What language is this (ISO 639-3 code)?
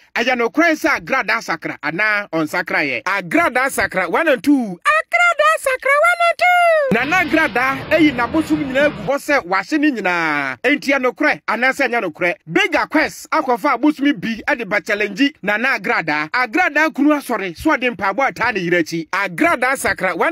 aka